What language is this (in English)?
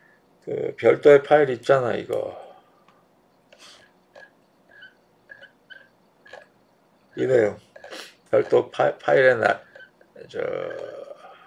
Korean